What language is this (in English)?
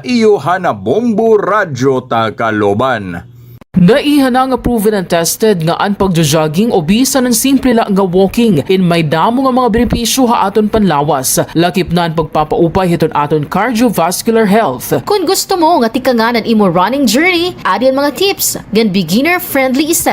Waray